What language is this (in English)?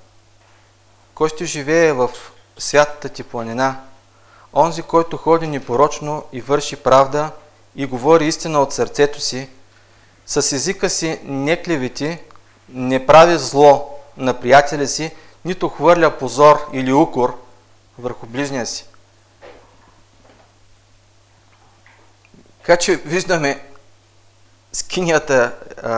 Bulgarian